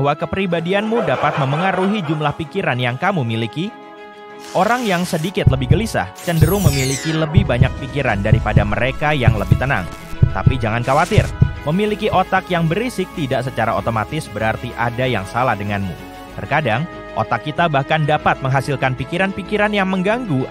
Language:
Indonesian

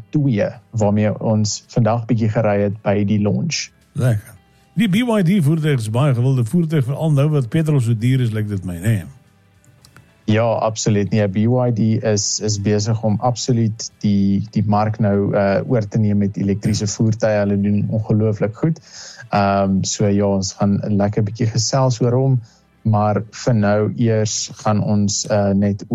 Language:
Afrikaans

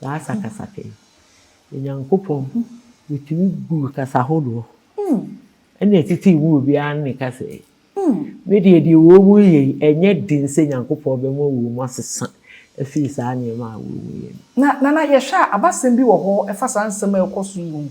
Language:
Akan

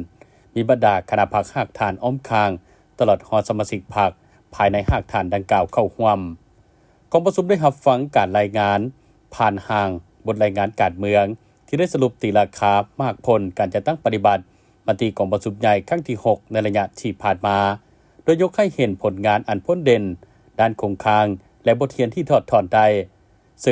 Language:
Lao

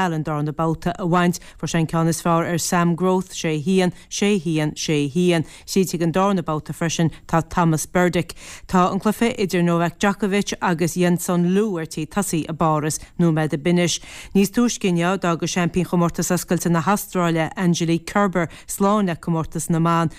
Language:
Irish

